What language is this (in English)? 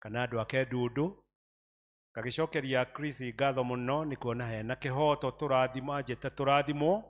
Kikuyu